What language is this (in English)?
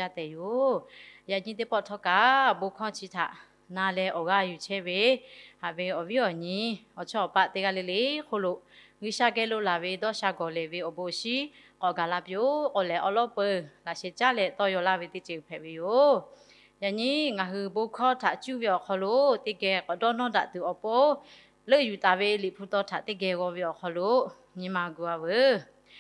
Lahu